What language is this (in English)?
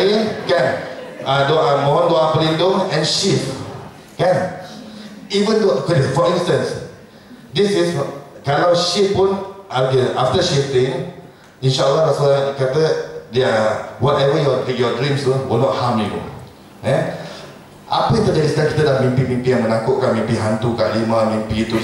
Malay